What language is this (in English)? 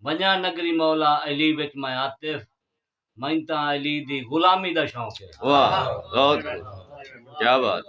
Saraiki